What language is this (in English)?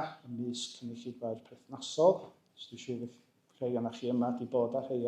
Welsh